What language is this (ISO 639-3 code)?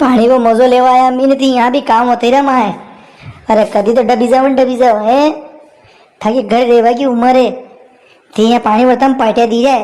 raj